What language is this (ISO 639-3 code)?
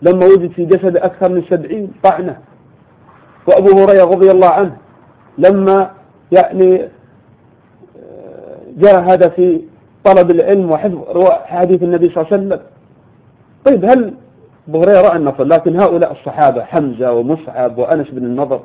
ara